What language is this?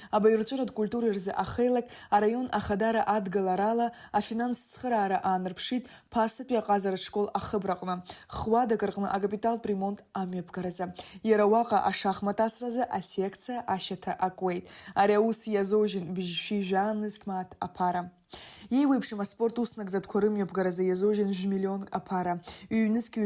Abkhazian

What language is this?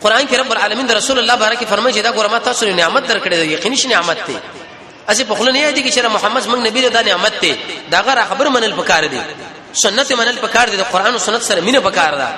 Pashto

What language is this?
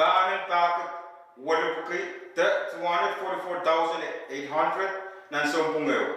Pohnpeian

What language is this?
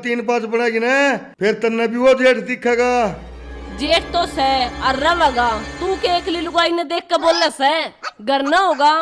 Haryanvi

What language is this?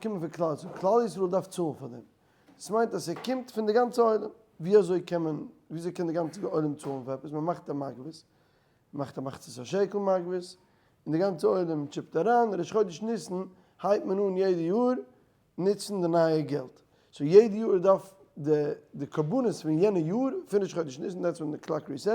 Yiddish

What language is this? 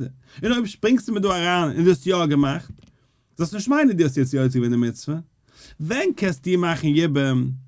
Yiddish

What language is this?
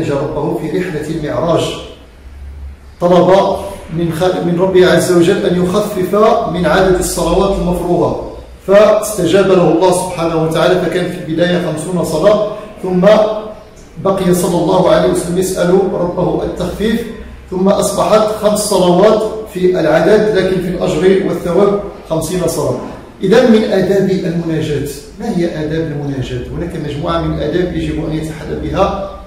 Arabic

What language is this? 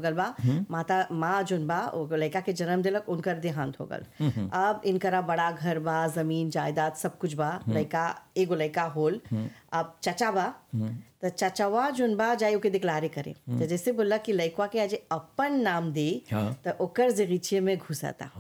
Bhojpuri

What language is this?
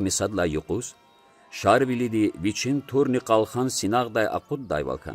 Lezghian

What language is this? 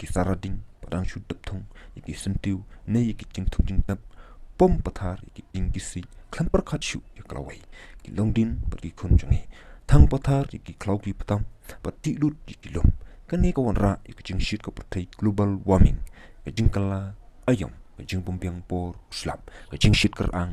Khasi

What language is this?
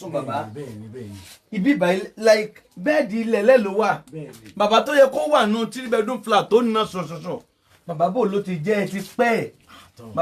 Yoruba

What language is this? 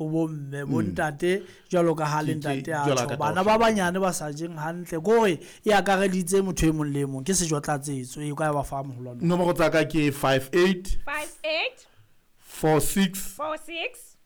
Southern Sotho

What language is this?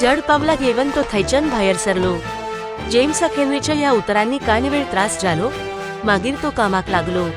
Konkani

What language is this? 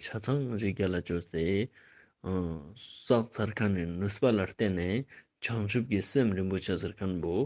Ladakhi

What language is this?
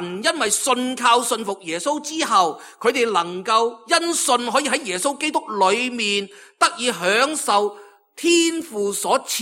Cantonese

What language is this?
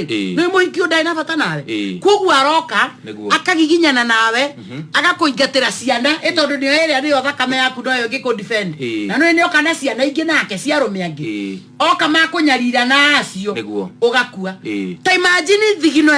Kikuyu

